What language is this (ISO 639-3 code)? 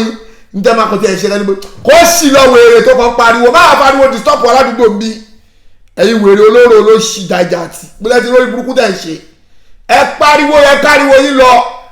yor